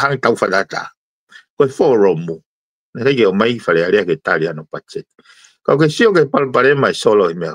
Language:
Tongan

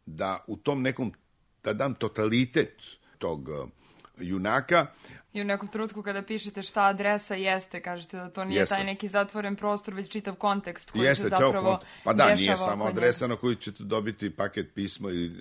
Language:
Serbian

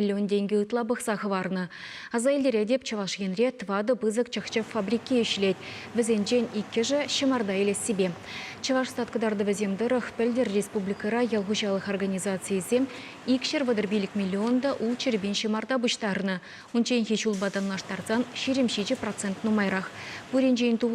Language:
Chuvash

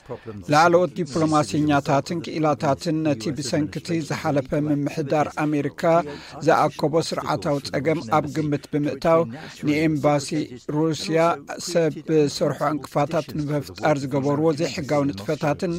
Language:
Tigrinya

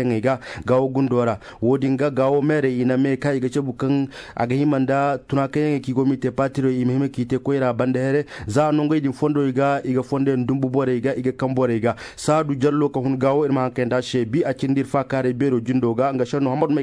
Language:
Koyraboro Senni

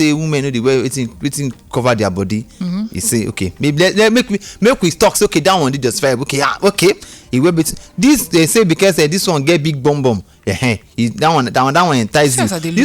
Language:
Nigerian Pidgin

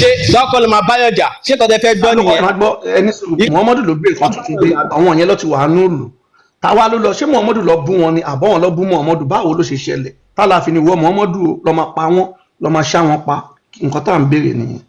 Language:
Yoruba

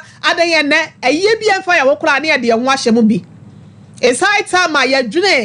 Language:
Akan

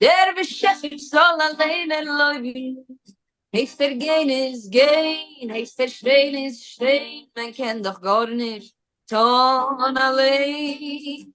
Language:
Yiddish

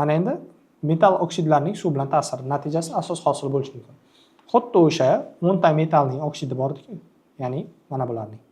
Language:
Uzbek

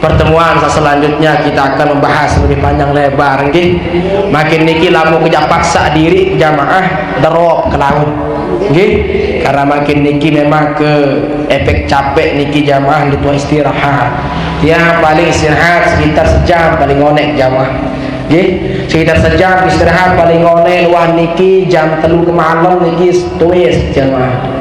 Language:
Sasak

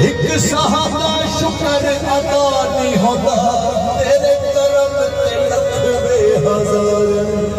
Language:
Pahari-Potwari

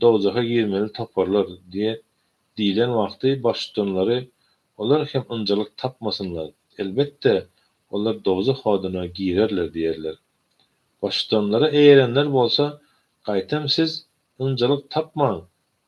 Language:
Turkmen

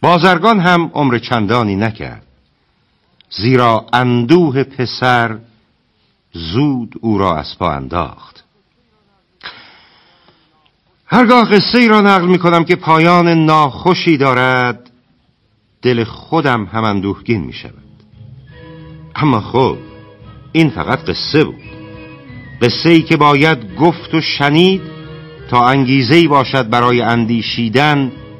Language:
Persian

